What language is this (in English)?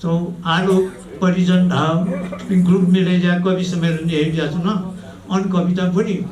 Newari